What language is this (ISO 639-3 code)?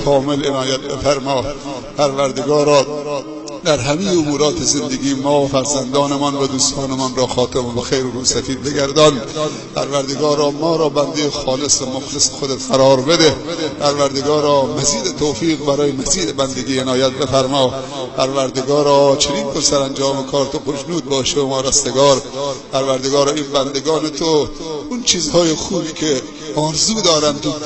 tgk